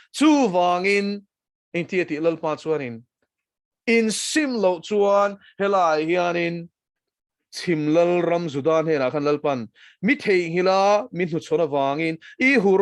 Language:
Mizo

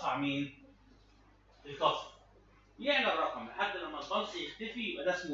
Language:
Egyptian Arabic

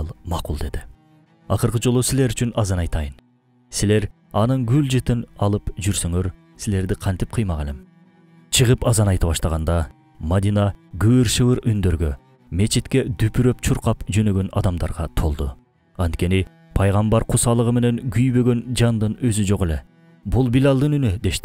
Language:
Kyrgyz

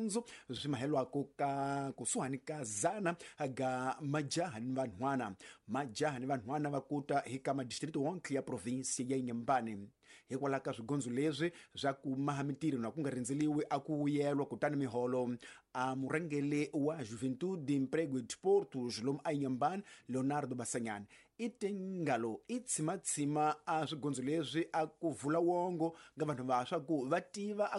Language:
Tsonga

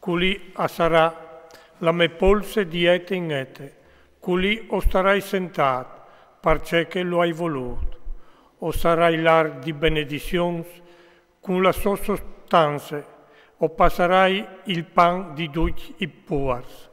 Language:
Friulian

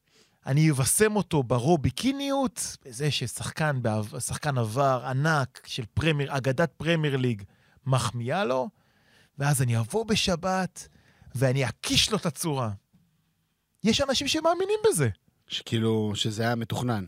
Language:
Hebrew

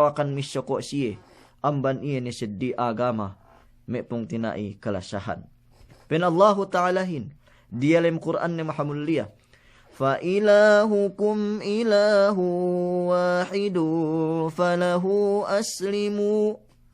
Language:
Yakan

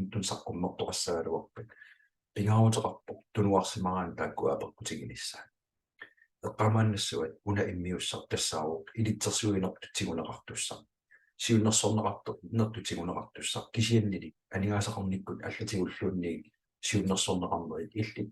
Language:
Kalaallisut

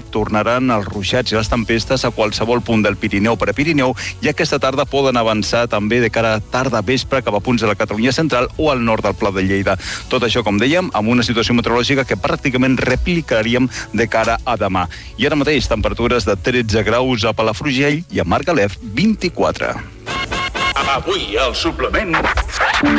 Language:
Catalan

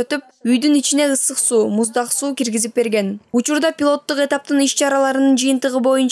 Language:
Kyrgyz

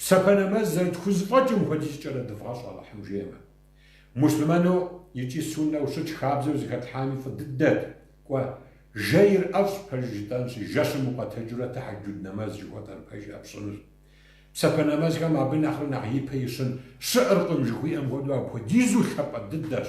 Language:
Kabardian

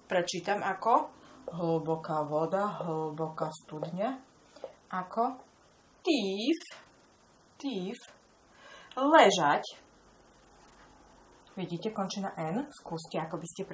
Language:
Slovak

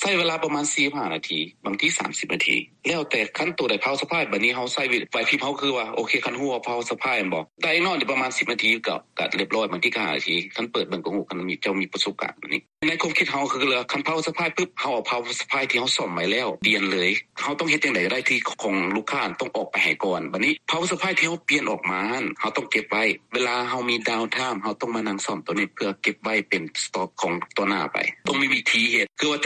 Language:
Lao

